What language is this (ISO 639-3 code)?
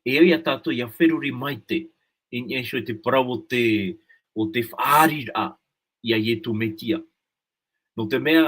tah